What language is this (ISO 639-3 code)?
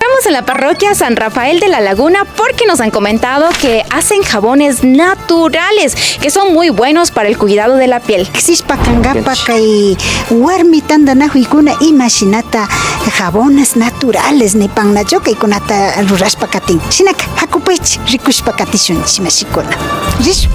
qvi